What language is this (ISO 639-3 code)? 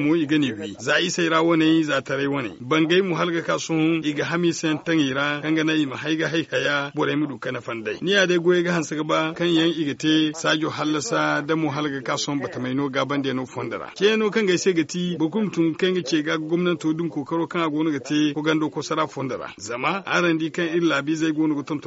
dje